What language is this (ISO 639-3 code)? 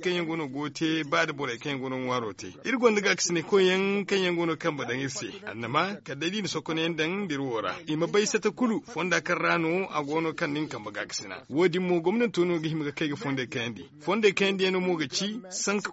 dje